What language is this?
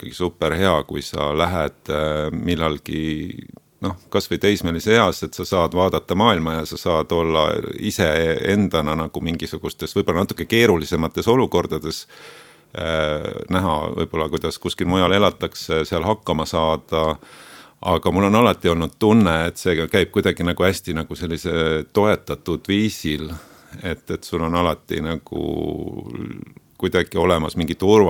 Estonian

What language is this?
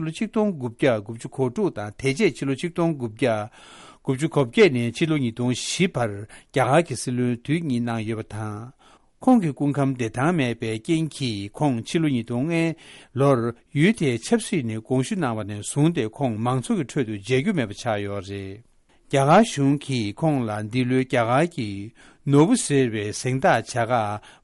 Tibetan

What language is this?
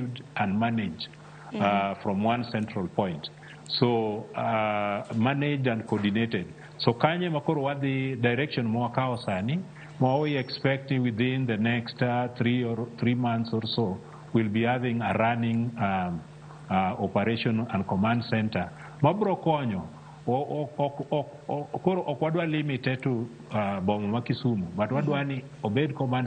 Luo (Kenya and Tanzania)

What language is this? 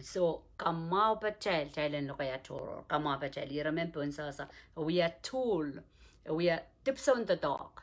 Pohnpeian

